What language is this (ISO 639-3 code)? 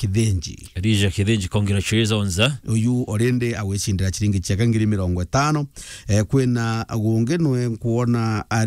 mer